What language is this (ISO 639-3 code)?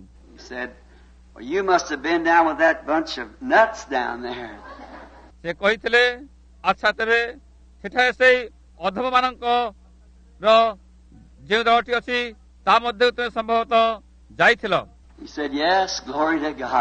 ori